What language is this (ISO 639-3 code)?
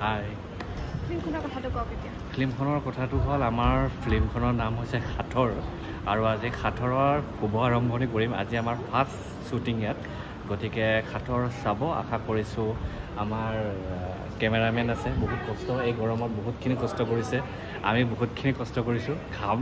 asm